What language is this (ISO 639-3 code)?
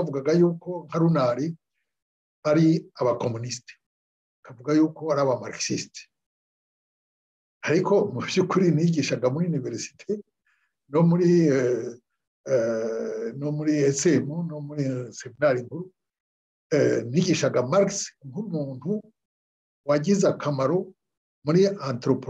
kin